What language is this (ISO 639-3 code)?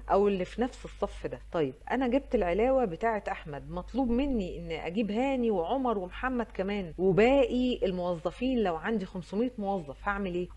arz